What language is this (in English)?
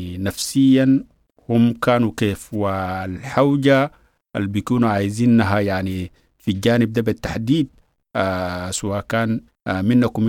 Sudanese Arabic